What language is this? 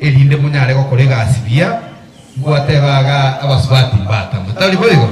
Gusii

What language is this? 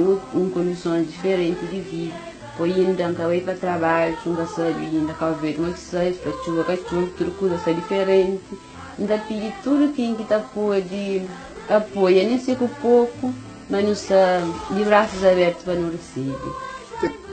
Kabuverdianu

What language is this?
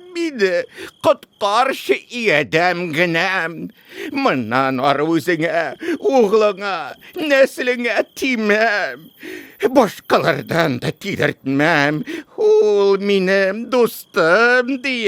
Tatar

